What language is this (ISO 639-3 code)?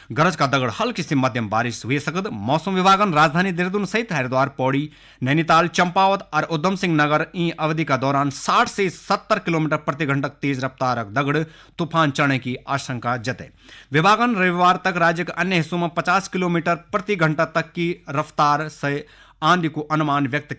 gbm